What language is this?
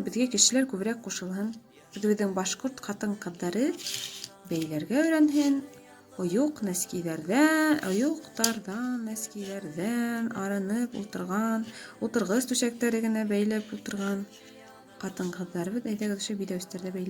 Bashkir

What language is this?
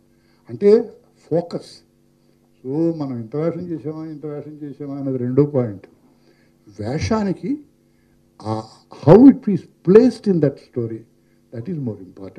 Telugu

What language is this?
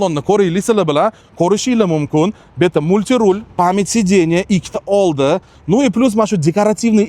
Uzbek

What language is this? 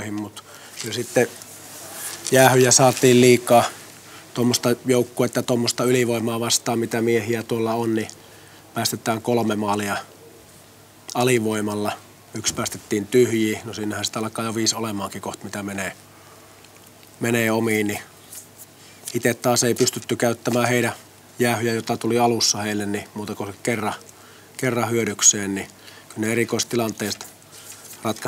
Finnish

